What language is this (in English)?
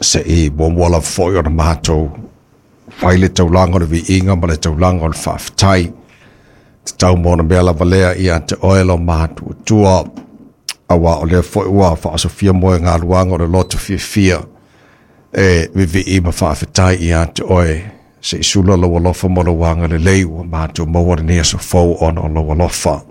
Samoan